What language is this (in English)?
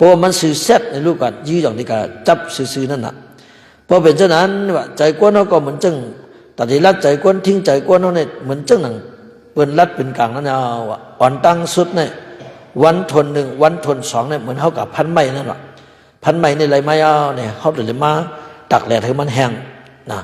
Shan